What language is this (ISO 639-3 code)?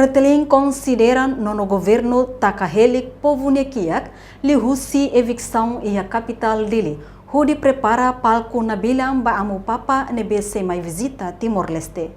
tet